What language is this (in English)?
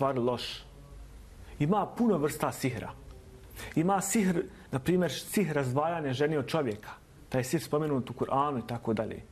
Bosnian